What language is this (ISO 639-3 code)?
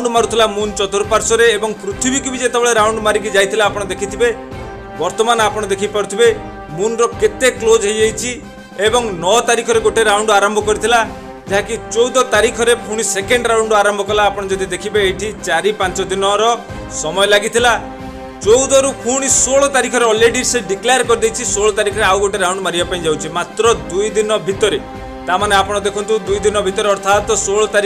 ori